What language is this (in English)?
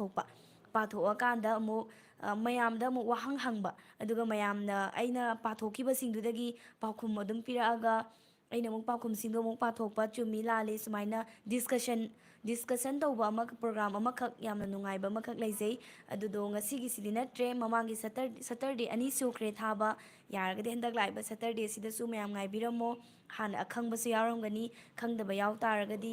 Manipuri